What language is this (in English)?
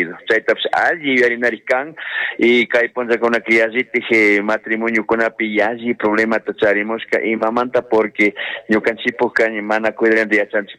Chimborazo Highland Quichua